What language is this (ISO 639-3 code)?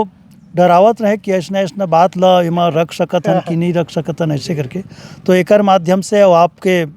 hne